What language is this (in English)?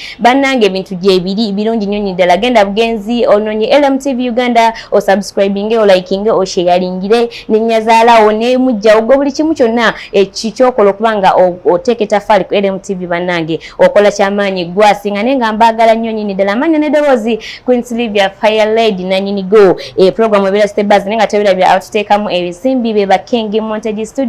Ganda